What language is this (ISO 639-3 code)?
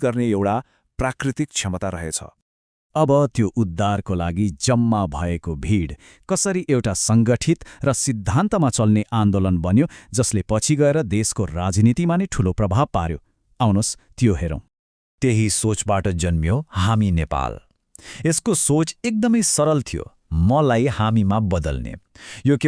nep